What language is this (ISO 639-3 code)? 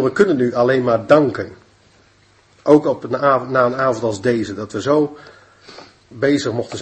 nld